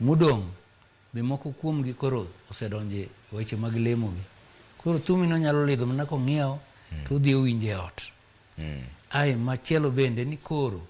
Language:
Luo (Kenya and Tanzania)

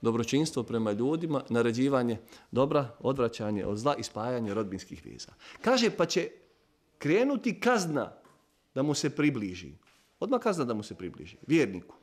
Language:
Bosnian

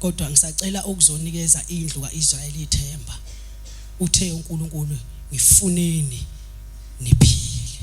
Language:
Zulu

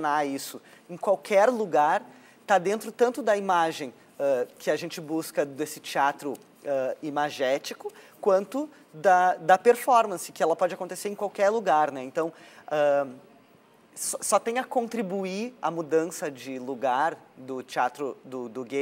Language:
Portuguese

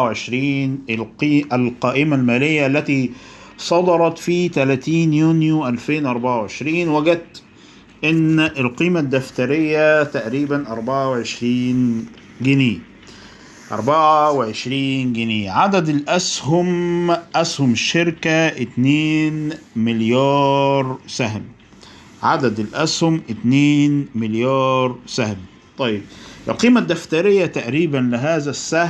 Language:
Egyptian Arabic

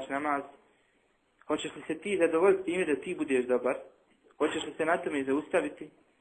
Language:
Bosnian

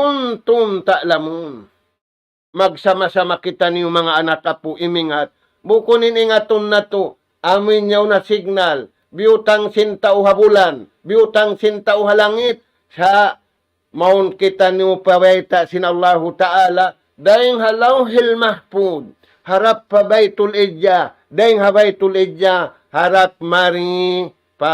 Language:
Tausug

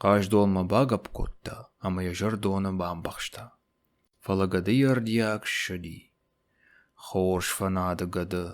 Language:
Ossetic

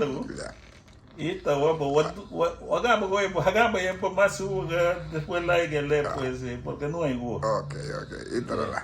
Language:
Garifuna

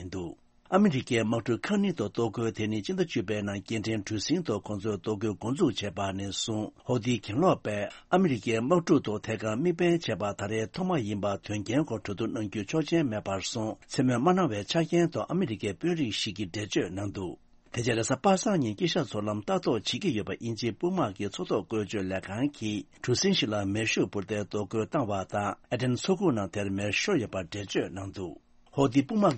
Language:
Tibetan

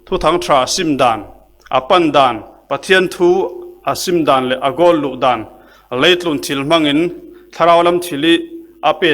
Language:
Falam Chin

